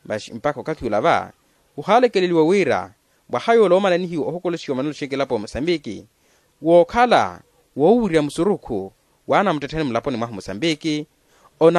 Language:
Makhuwa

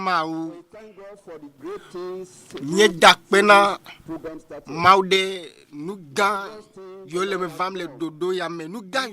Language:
Ewe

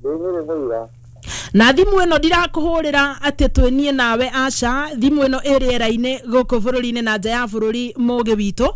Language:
Kikuyu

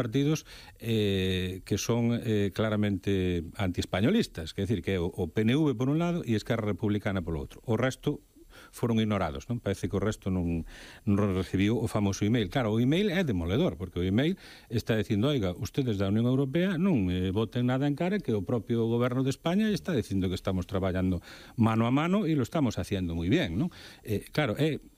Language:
Galician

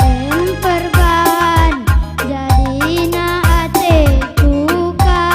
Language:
Batak Karo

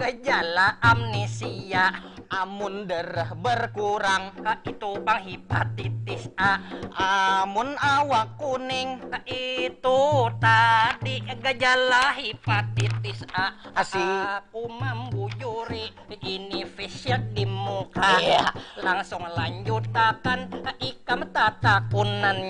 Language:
Banjar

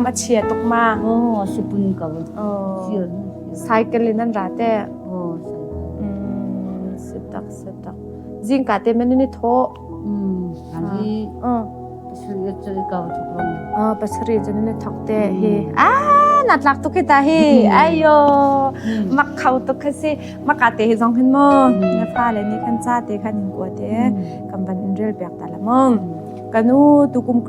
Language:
Hakha Chin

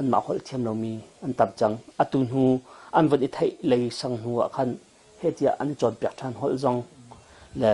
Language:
Hakha Chin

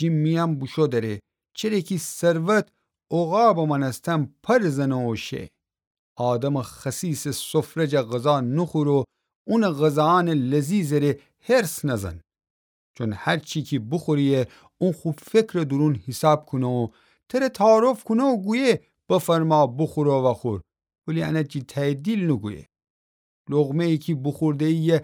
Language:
Gilaki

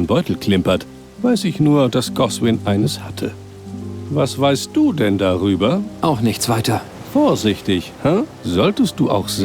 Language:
Bavarian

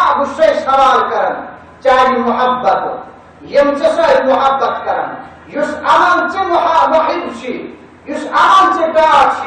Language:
Kashmiri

